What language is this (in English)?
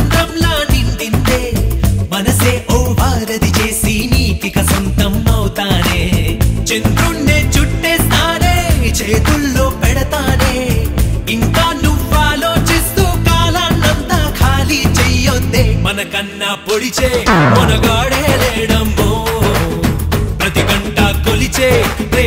Telugu